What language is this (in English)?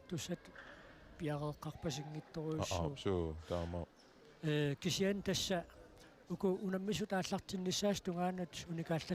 Kalaallisut